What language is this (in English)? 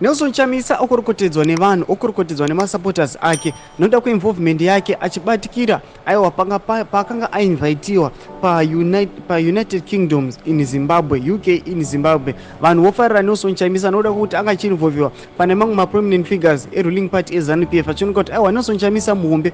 Shona